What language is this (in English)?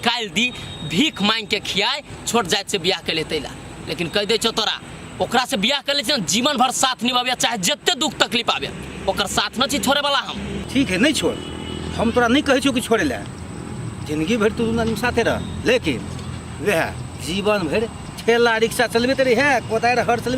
Maithili